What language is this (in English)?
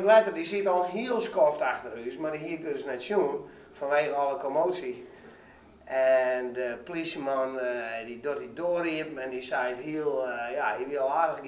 Western Frisian